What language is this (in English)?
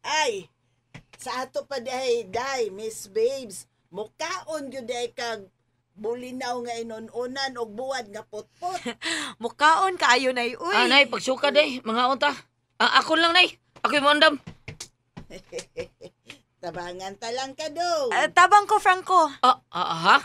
Cebuano